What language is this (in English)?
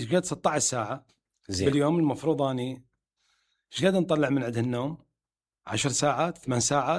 Mesopotamian Arabic